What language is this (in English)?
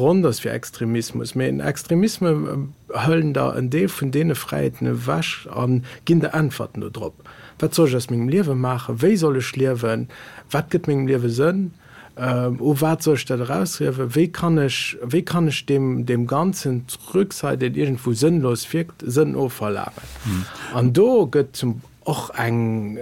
Luxembourgish